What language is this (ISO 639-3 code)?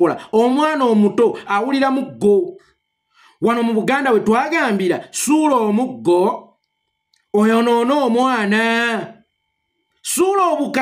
lug